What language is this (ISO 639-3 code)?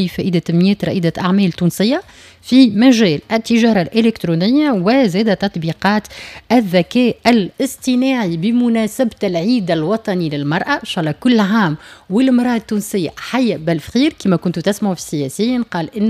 aeb